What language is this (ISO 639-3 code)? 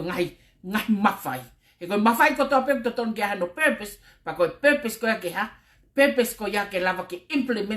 ton